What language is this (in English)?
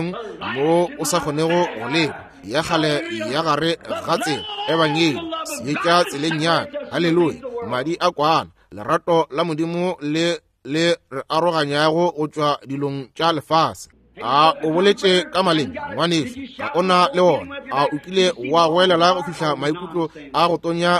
Northern Sotho